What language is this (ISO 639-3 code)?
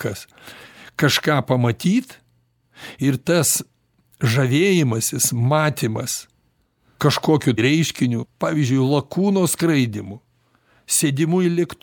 lit